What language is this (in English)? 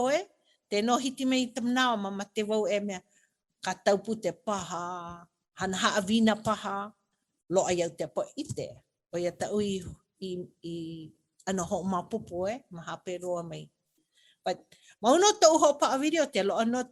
Hawaiian